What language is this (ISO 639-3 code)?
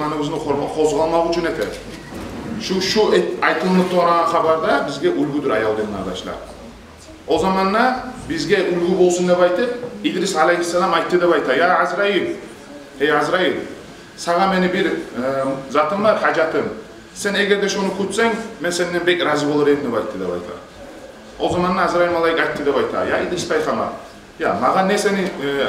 kum